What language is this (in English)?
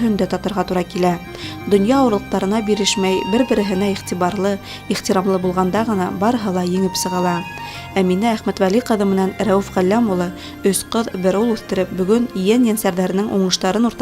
Bashkir